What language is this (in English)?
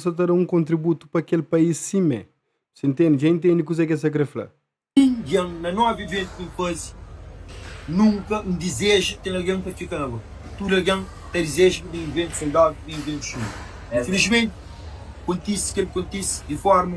Kabuverdianu